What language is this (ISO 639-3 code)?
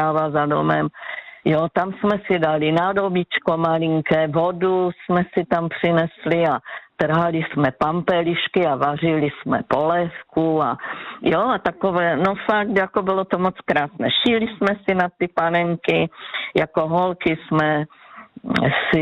ces